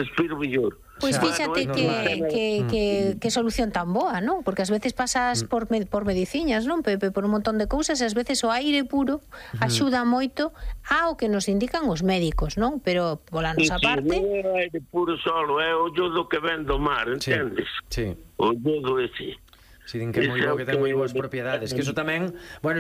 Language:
Galician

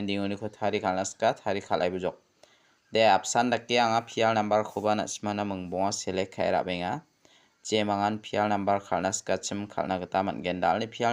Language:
Garo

